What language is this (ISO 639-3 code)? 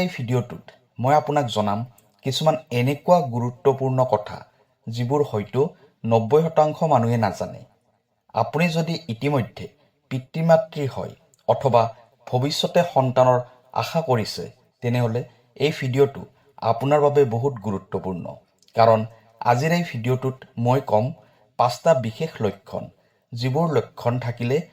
asm